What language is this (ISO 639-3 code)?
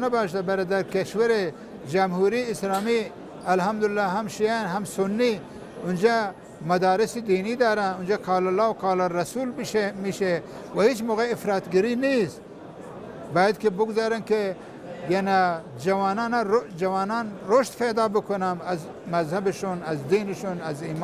tgk